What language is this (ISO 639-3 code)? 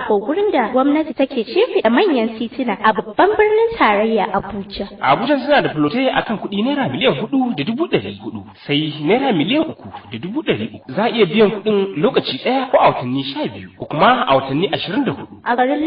hau